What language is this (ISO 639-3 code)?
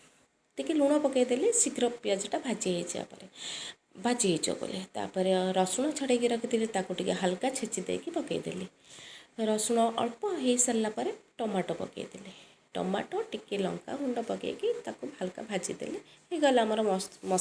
ori